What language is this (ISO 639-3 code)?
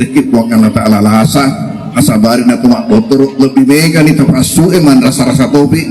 bug